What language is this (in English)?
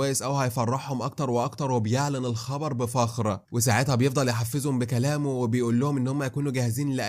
Egyptian Arabic